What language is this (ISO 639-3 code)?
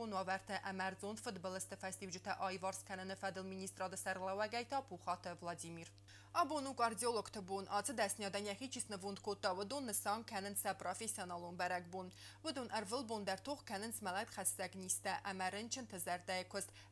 oss